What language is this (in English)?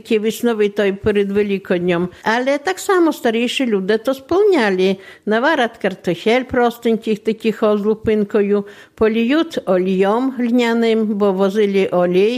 Belarusian